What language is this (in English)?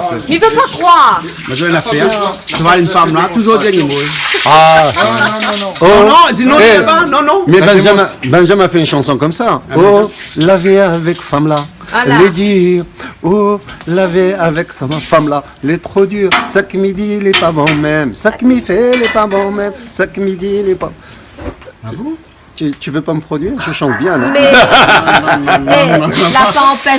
Réunion Creole French